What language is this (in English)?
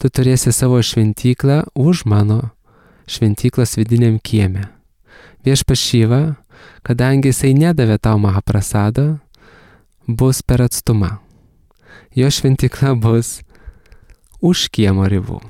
Lithuanian